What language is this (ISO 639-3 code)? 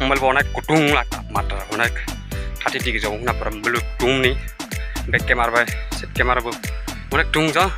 trp